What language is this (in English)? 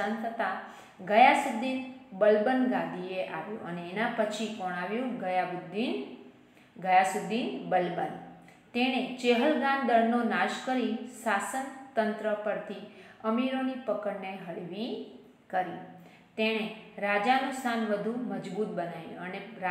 Gujarati